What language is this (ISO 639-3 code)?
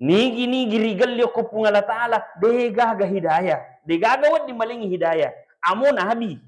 bug